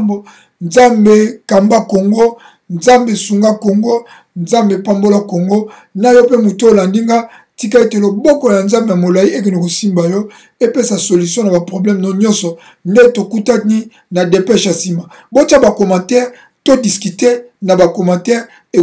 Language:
Lingala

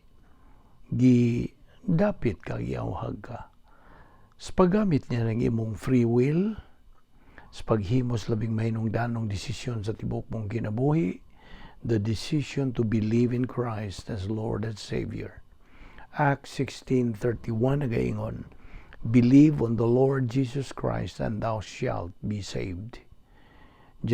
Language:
Cebuano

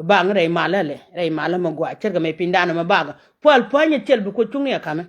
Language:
Nuer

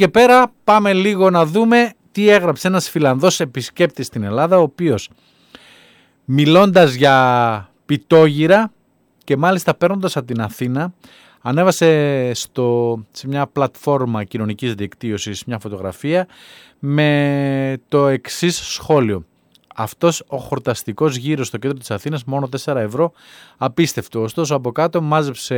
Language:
Greek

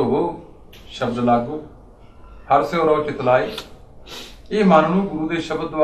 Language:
Punjabi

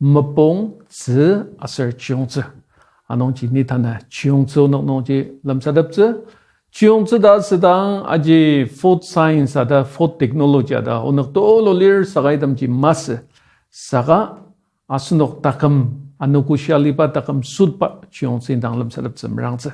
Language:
Ao Naga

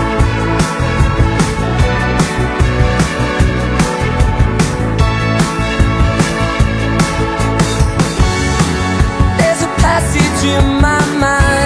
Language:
Italian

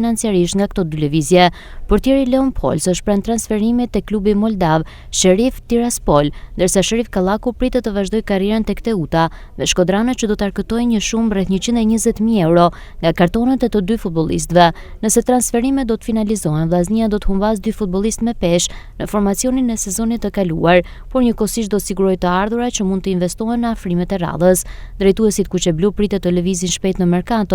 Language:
Albanian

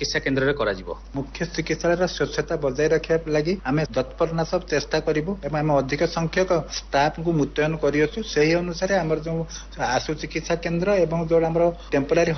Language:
Odia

